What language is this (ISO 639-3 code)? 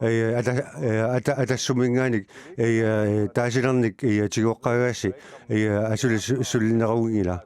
kal